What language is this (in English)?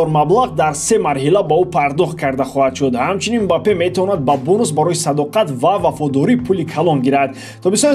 Tajik